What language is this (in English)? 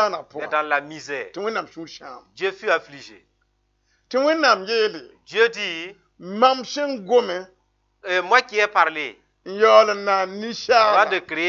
Mossi